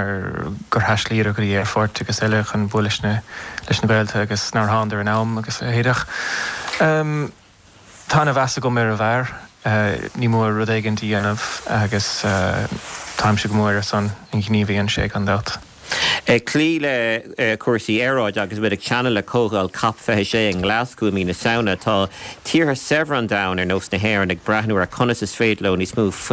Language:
Irish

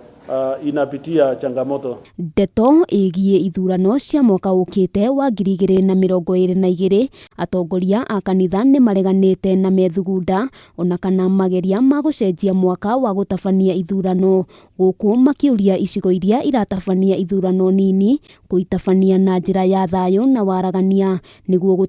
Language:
Kikuyu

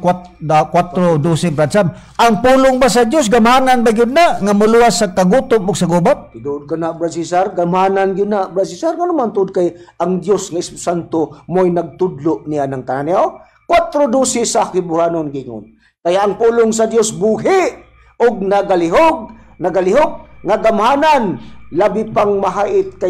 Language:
Cebuano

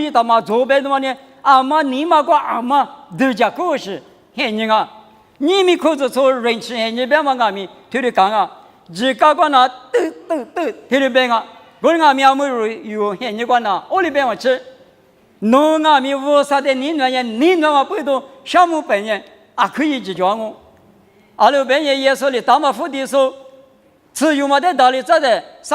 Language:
Lisu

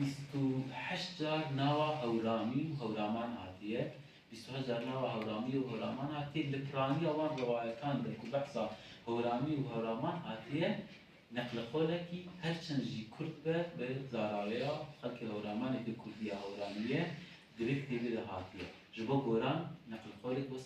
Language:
Kurdish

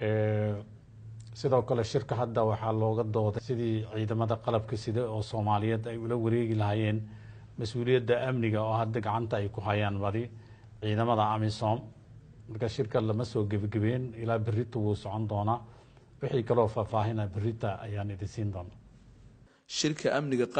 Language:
Somali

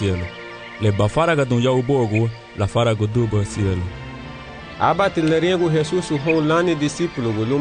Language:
Garifuna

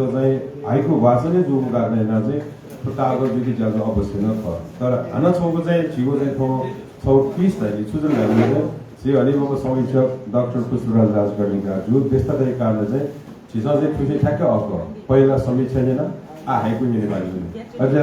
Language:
Newari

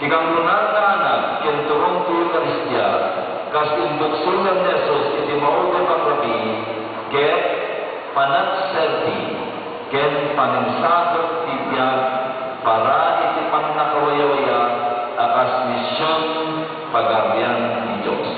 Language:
Iloko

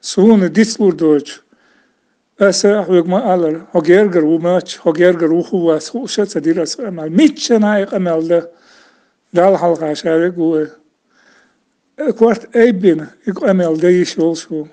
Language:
Chechen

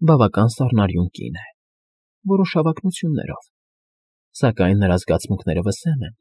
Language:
Armenian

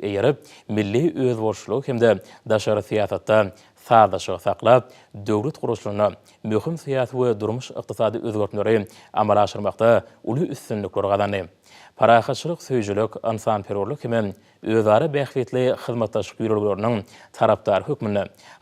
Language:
Turkmen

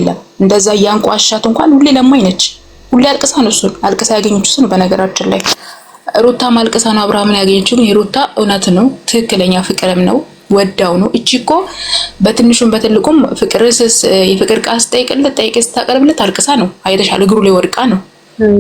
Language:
Amharic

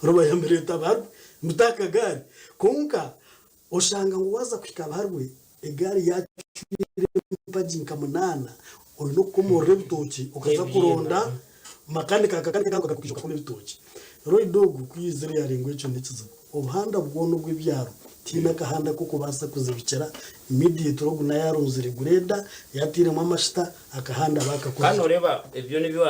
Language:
Nyankole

